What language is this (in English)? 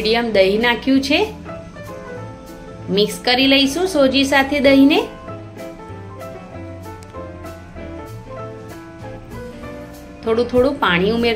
Gujarati